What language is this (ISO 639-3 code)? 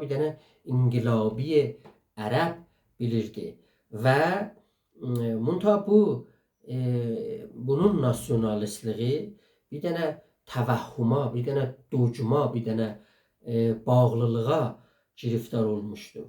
azb